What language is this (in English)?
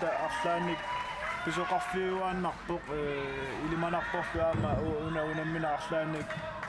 Kalaallisut